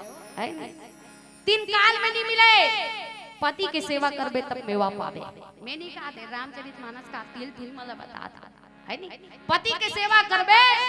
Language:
Chhattisgarhi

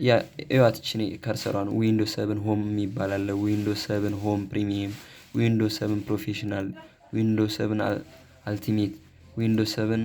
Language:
Amharic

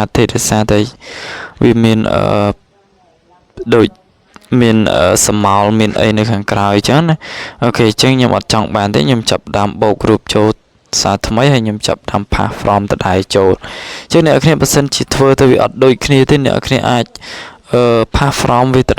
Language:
Khmer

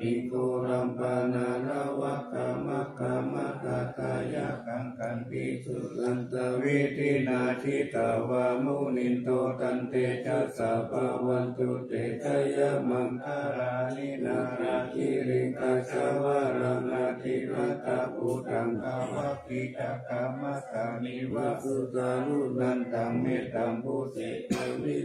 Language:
Pali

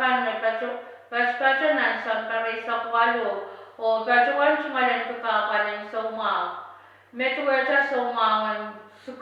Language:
Pohnpeian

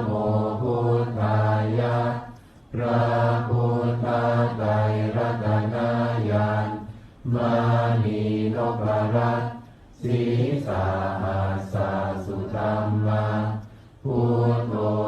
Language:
Pali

